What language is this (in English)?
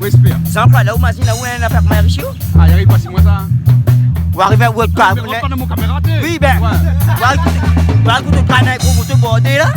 Réunion Creole French